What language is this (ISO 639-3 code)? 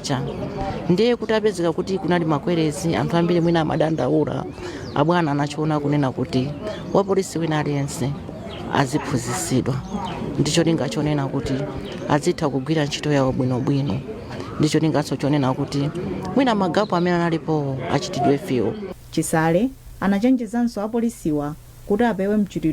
nya